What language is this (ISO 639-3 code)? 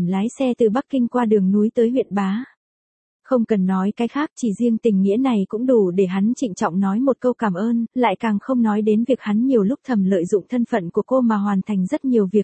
vie